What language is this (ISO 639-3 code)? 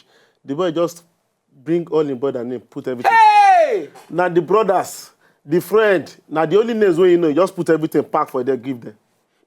pcm